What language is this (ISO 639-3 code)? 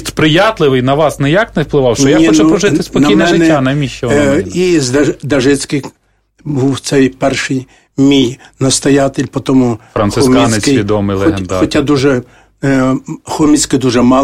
ukr